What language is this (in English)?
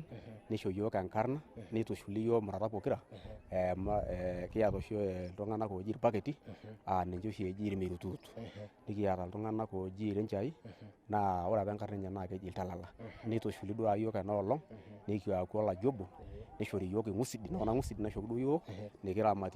Masai